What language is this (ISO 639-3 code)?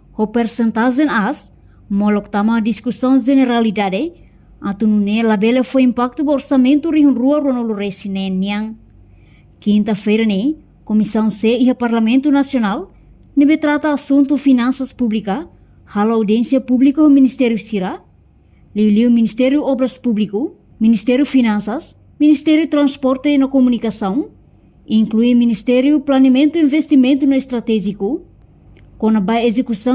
tet